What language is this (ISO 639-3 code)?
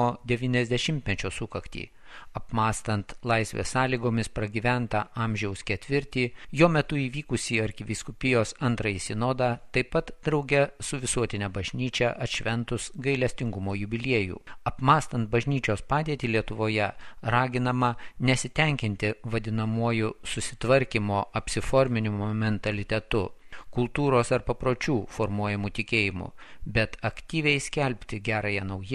lit